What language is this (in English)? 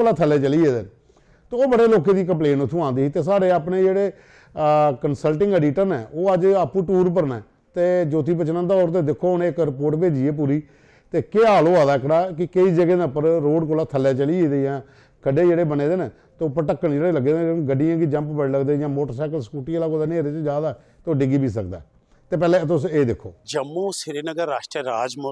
Dogri